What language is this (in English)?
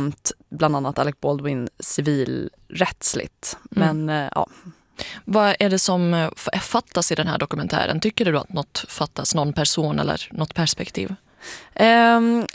Swedish